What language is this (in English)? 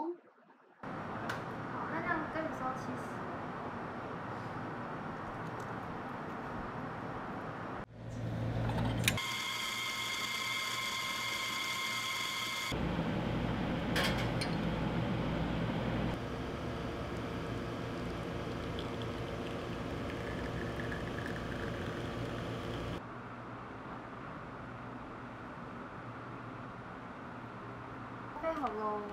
Chinese